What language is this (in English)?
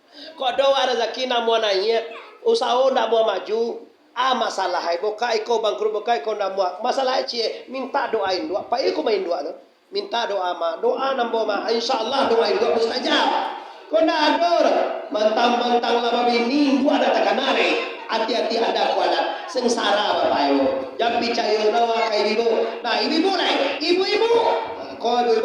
Minangkabau